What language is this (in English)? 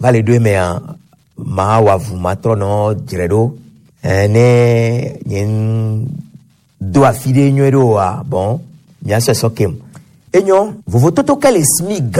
Gen